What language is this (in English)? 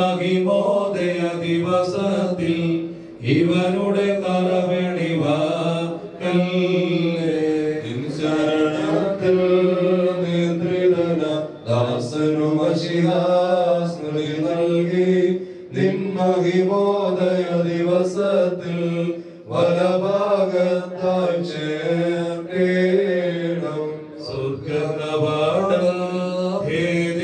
Malayalam